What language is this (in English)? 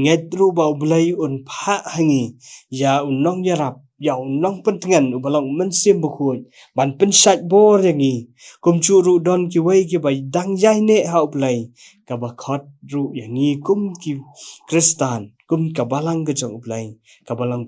Khasi